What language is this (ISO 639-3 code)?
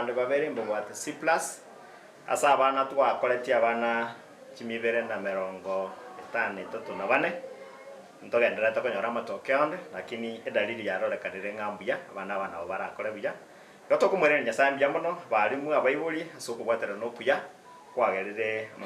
guz